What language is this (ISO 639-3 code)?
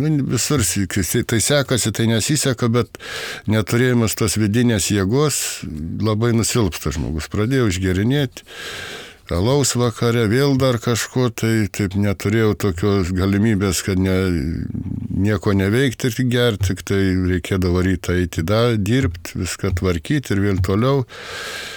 lit